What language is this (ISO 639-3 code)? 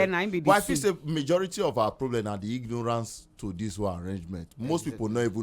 pcm